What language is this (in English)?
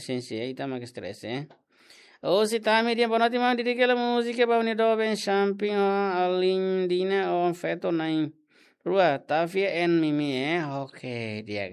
Tetum